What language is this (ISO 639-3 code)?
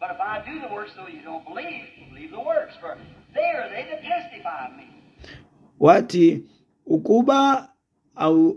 xho